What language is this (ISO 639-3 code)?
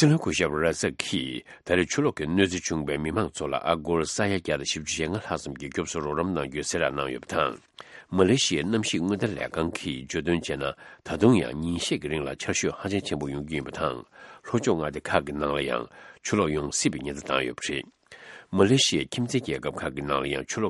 bod